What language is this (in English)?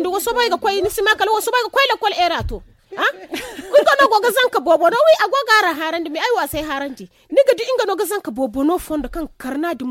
Zarma